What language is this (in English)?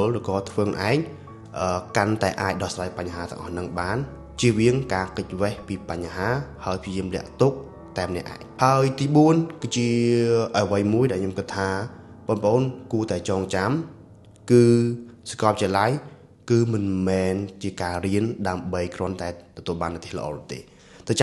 Khmer